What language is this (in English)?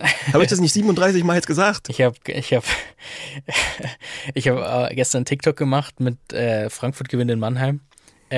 German